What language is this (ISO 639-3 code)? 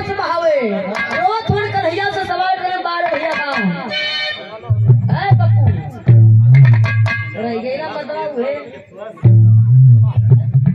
bho